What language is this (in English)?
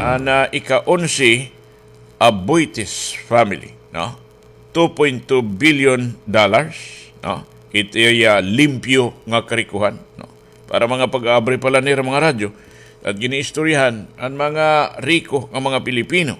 Waray